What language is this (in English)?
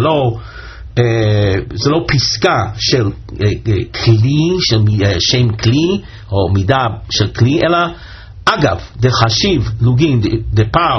Hebrew